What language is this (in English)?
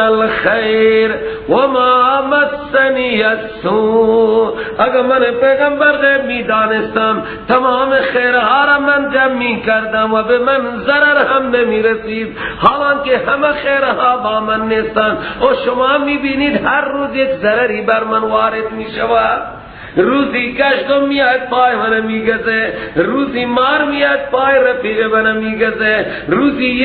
Persian